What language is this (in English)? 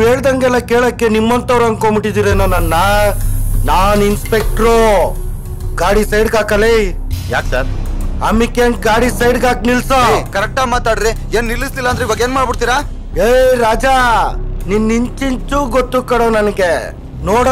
Kannada